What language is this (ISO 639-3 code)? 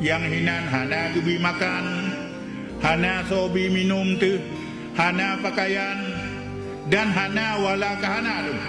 ace